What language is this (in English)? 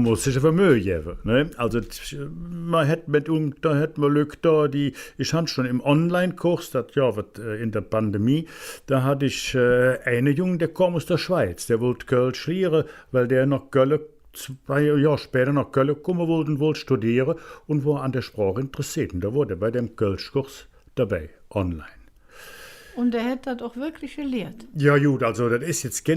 Colognian